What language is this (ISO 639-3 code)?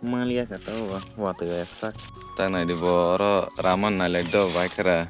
trp